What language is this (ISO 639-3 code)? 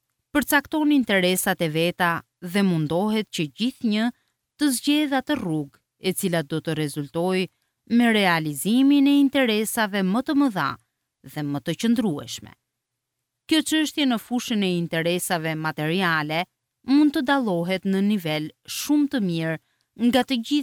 sqi